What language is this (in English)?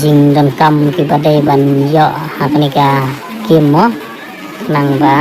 Khasi